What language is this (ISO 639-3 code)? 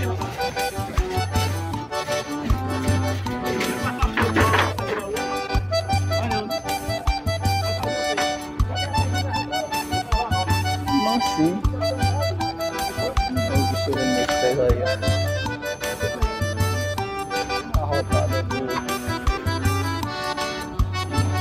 por